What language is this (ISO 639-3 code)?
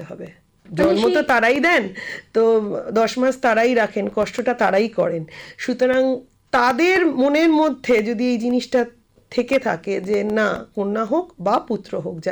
ben